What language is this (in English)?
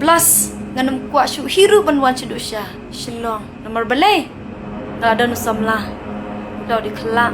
Khasi